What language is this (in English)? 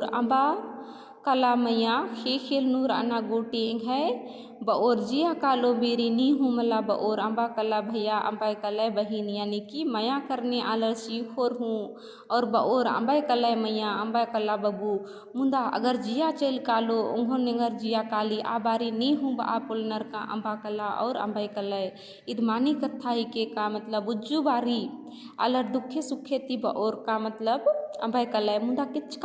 Kurukh